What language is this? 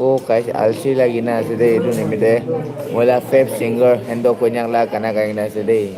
Naga Pidgin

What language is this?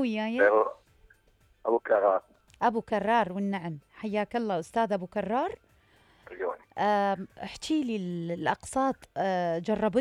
Mesopotamian Arabic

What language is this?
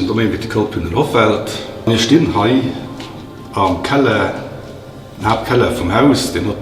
Luxembourgish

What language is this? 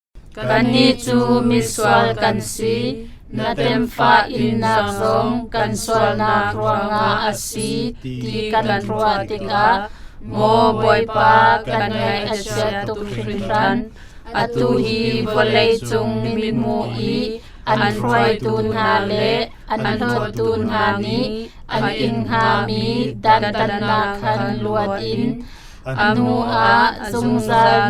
Hakha Chin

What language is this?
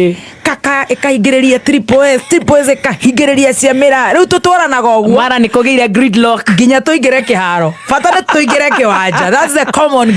Kikuyu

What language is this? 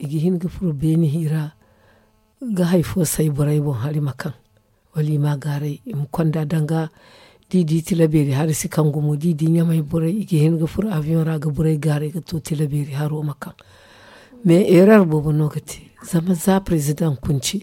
Zarma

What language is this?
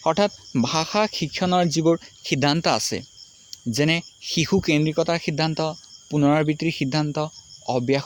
Assamese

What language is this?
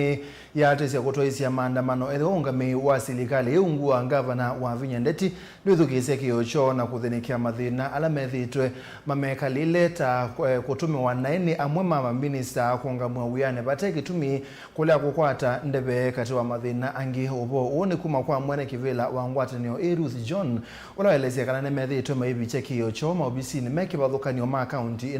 Kamba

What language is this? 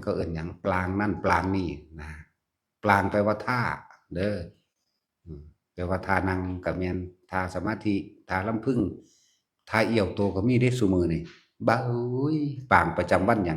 Northeastern Thai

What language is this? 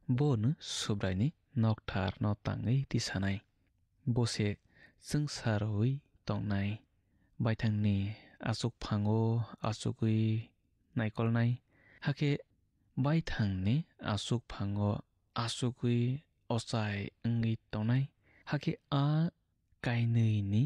Kok Borok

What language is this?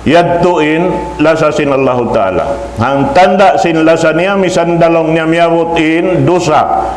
Tausug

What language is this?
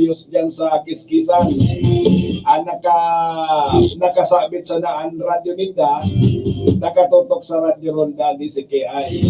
Bikol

